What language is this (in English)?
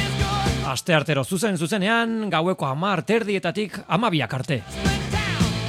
Basque